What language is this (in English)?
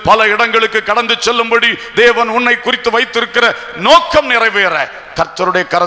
Tamil